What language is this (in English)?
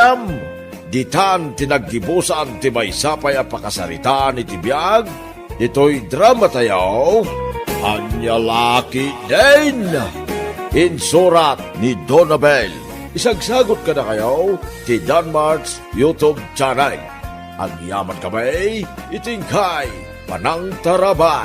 Iloko